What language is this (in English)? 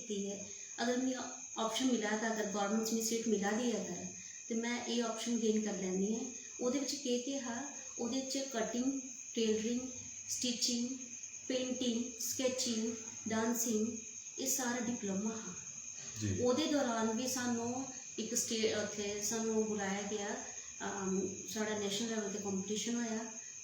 Dogri